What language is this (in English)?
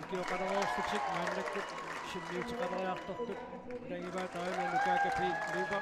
Kalaallisut